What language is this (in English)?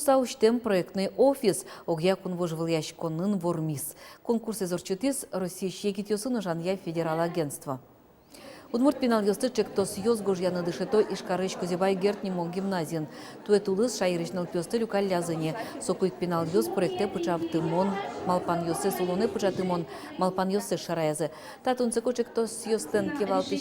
Udmurt